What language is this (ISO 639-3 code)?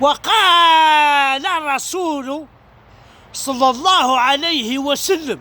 kab